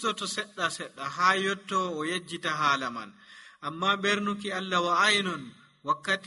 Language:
Nigerian Fulfulde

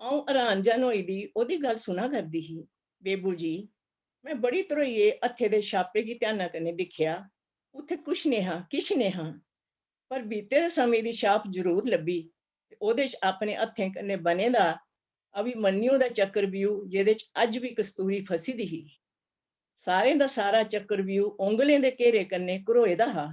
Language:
Dogri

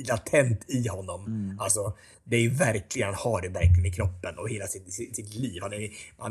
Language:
Swedish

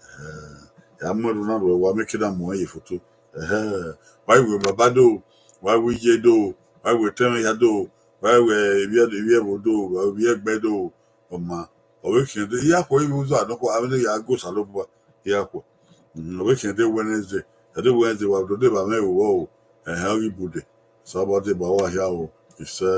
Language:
Bini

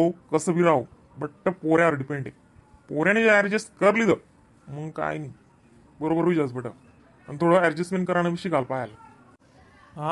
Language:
Khandesi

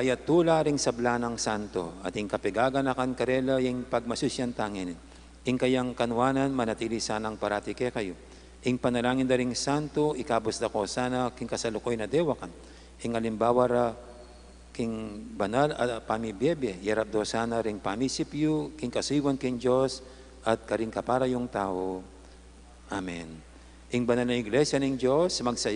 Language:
Pampanga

